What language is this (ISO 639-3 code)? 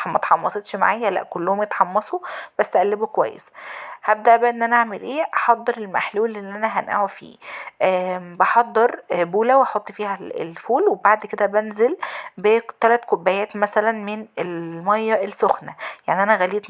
arz